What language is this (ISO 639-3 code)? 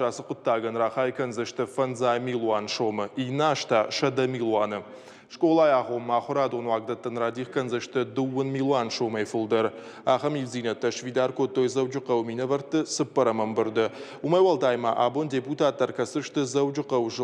oss